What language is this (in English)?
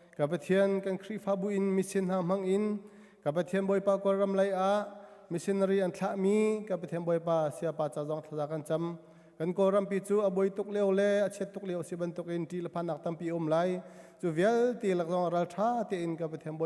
Hakha Chin